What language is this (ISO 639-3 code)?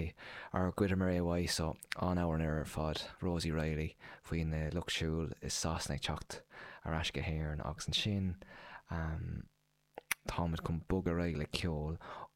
gle